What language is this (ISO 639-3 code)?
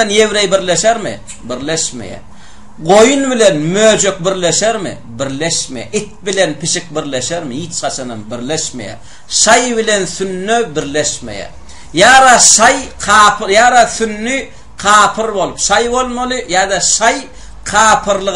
tuk